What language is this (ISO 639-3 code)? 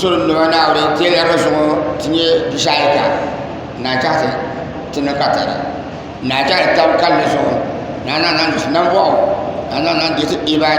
dag